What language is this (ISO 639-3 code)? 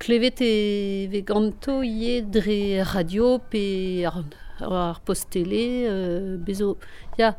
bre